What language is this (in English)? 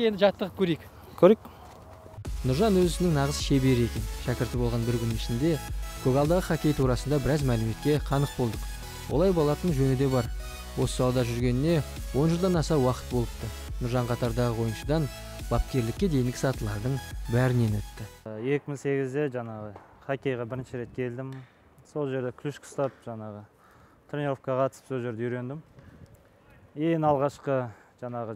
Kazakh